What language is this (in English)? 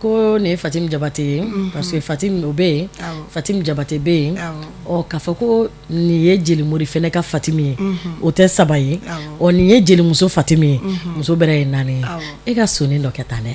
Bambara